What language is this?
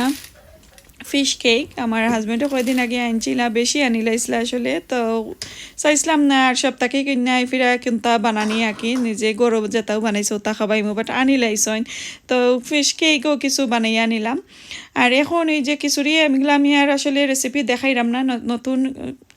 Sylheti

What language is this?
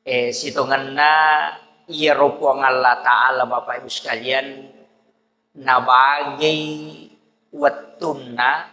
Buginese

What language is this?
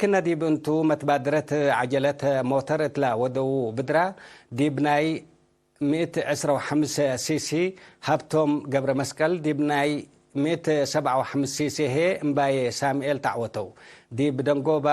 Tigre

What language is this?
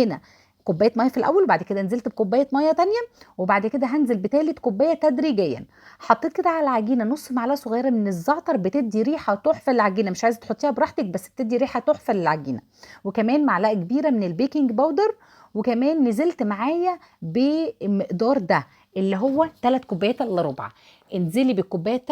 Egyptian Arabic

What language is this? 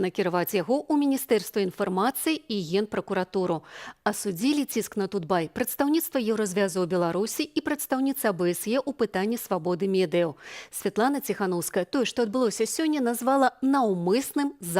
Belarusian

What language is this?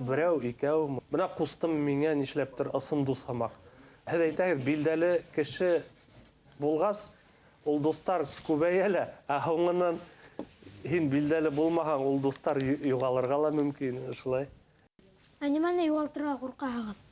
Bashkir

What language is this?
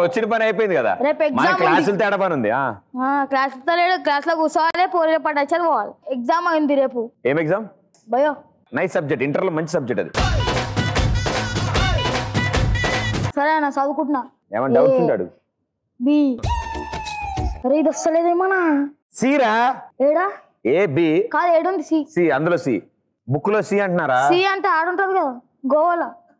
Telugu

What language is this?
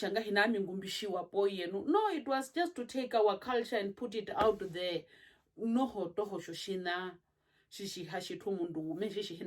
Herero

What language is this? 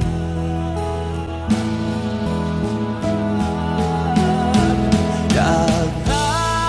Lao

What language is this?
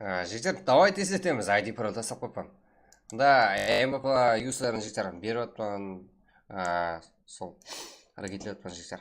Kara-Kalpak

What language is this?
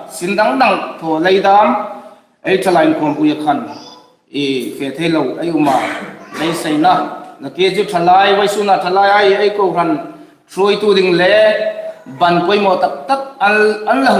Hmar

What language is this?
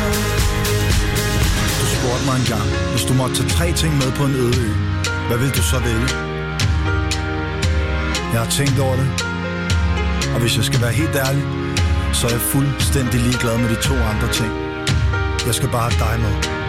Danish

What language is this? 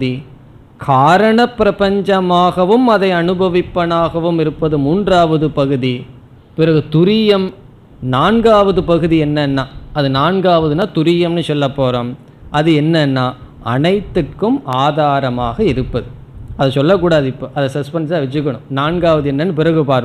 Tamil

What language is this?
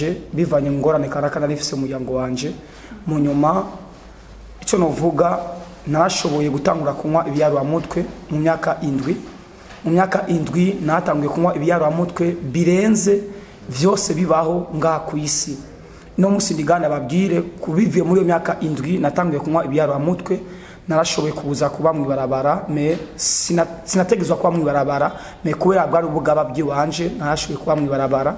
Rundi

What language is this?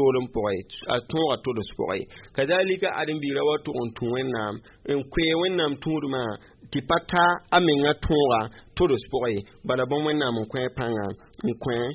Mossi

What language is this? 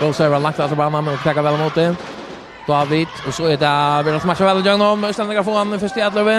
Faroese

